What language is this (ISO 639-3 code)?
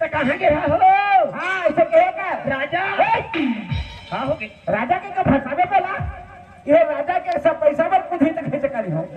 hne